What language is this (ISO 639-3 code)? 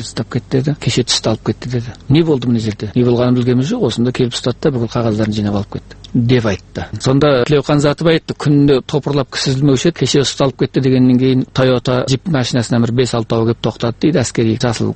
kaz